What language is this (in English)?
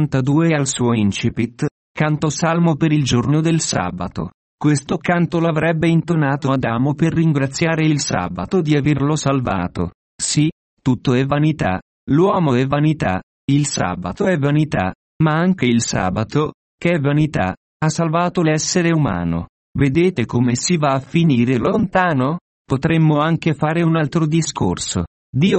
Italian